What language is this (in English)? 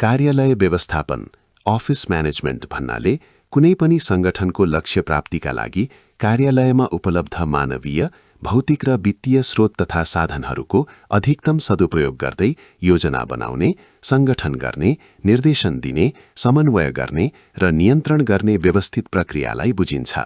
Nepali